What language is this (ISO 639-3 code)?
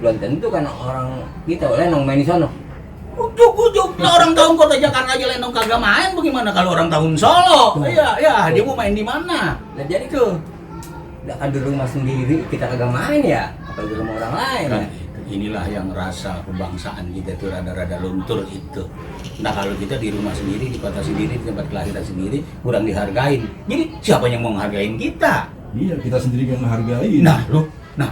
bew